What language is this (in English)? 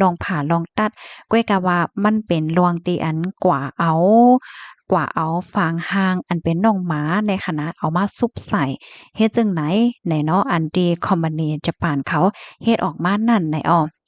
Shan